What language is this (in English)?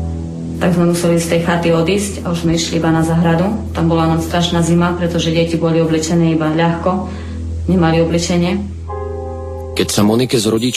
Slovak